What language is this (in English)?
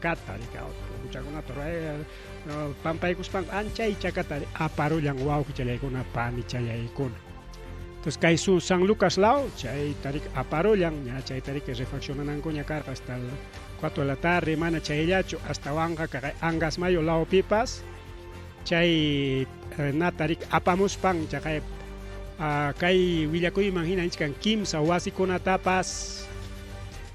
Ayacucho Quechua